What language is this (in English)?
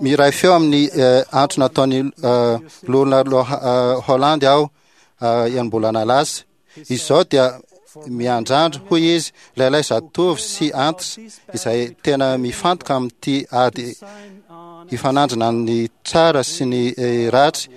Malagasy